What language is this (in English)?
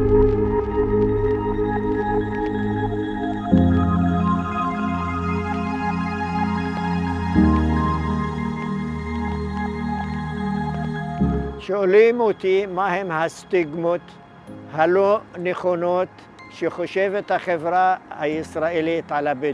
Hebrew